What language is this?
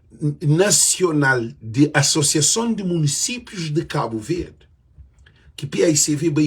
Kabuverdianu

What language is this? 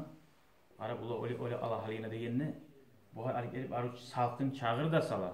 Kumyk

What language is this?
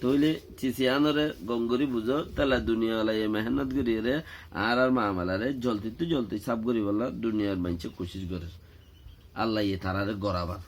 Rohingya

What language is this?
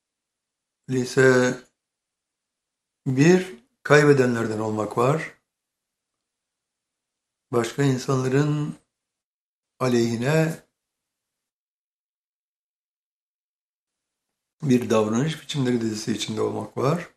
Turkish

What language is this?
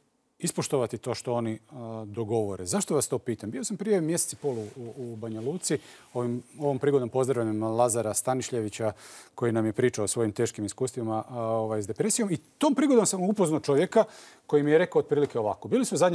Croatian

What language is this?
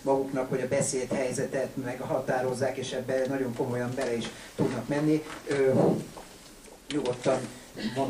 Hungarian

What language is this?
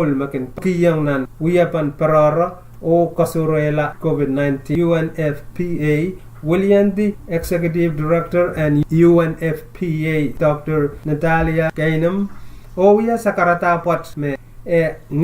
Pohnpeian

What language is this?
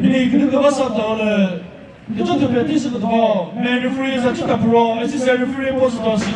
Chokri Naga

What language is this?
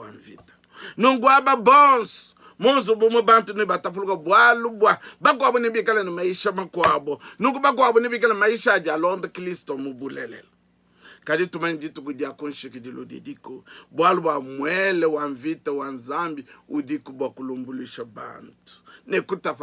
Luba-Lulua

